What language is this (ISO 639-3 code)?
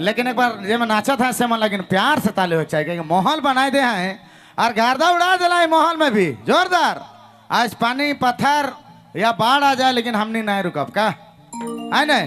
sck